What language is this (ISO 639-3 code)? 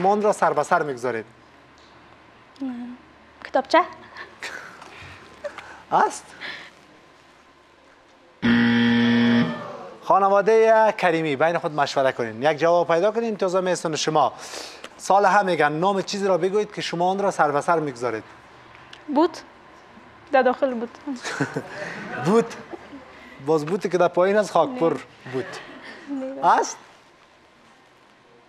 fas